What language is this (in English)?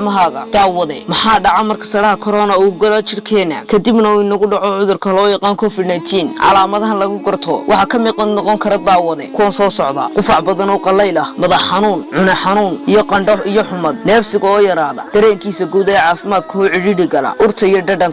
Somali